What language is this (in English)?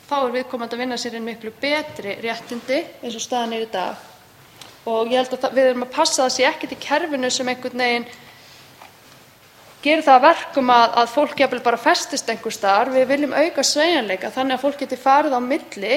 Icelandic